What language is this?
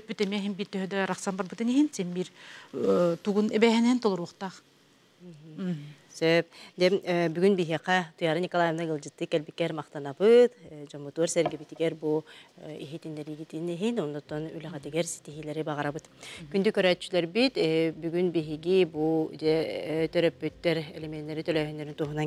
Yakut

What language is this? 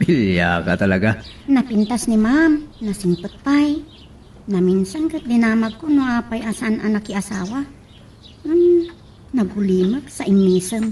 Iloko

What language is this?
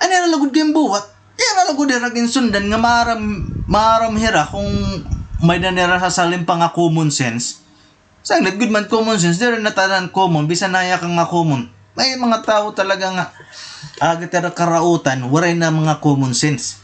Waray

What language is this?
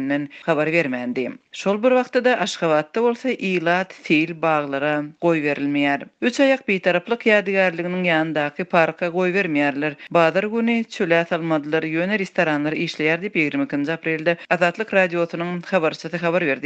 Turkmen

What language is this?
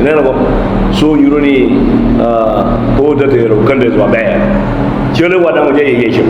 Lango (Uganda)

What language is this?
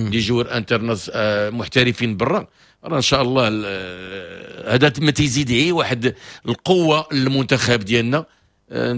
Moroccan Arabic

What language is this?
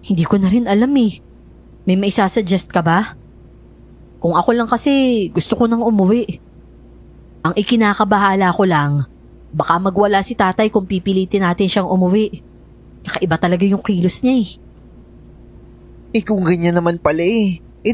Filipino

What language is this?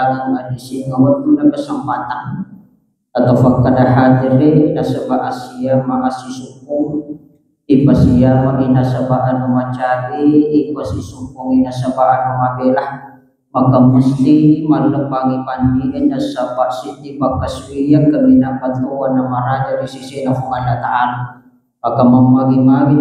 Buginese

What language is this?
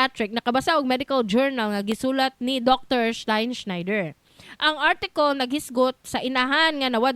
Cebuano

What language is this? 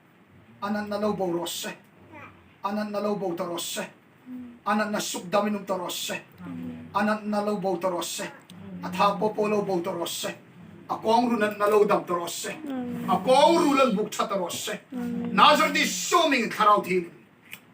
Hmar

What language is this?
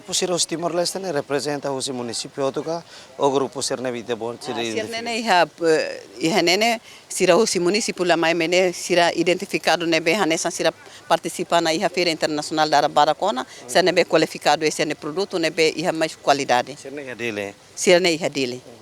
Tetum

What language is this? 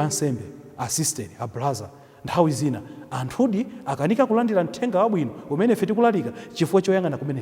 Nyanja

